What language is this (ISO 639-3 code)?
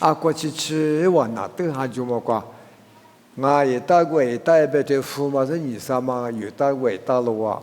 lis